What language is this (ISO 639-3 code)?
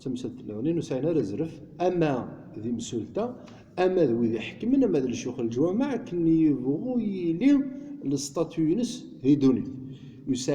kab